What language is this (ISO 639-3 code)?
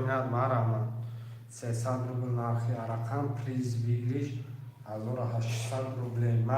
tgk